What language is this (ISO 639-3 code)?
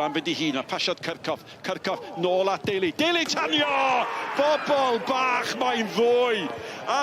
cym